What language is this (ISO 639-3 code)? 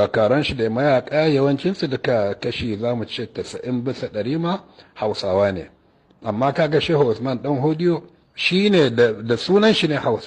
hau